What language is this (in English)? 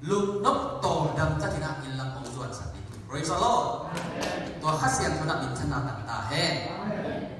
Tedim Chin